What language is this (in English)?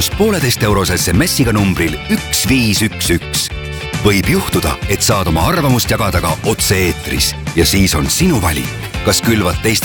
Estonian